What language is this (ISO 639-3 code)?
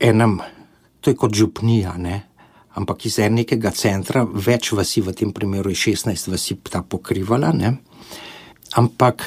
slv